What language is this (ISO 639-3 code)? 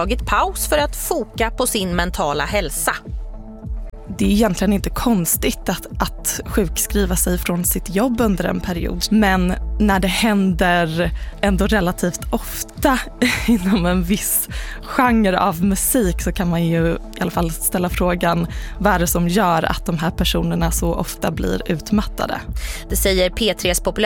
swe